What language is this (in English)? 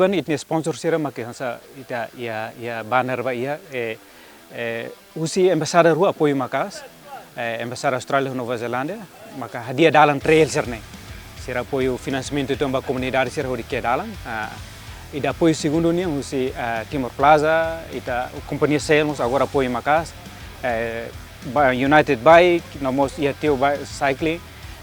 Tetum